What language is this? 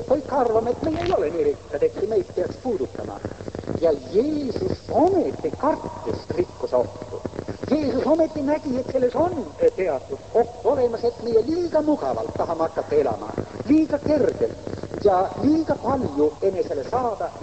Estonian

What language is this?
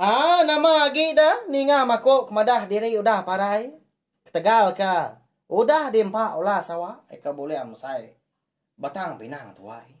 Iban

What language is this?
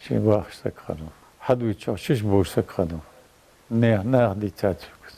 Ingush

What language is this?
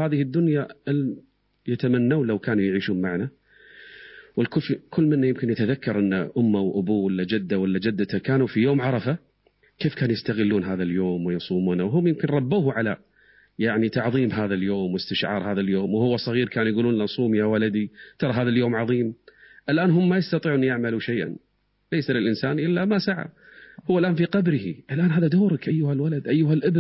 Arabic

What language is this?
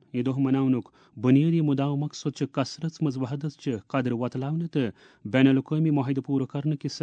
Kashmiri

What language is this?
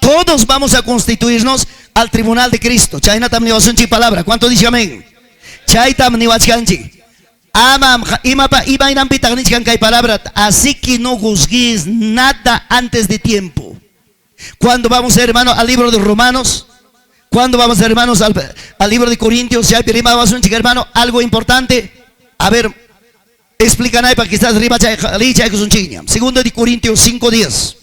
Ayacucho Quechua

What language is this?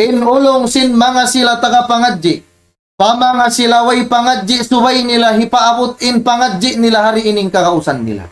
Tausug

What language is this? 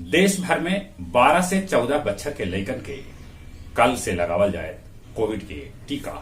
Magahi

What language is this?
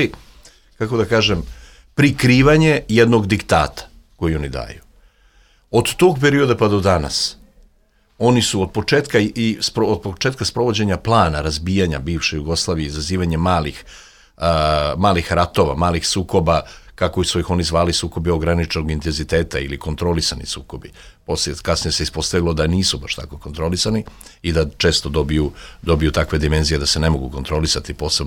Serbian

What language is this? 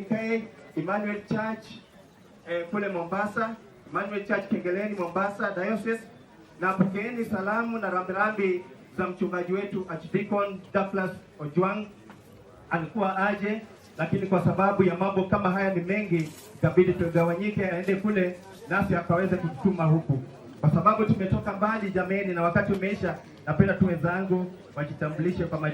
Swahili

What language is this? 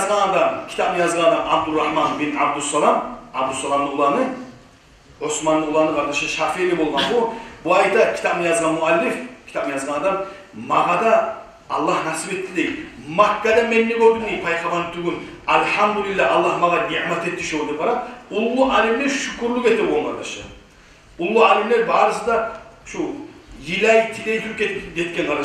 Kumyk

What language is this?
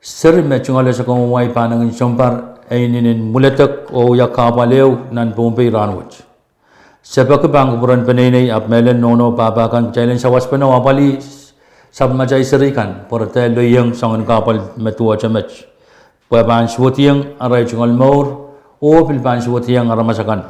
Pohnpeian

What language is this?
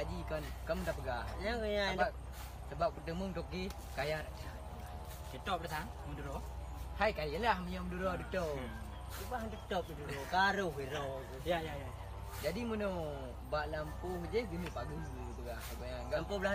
Achinese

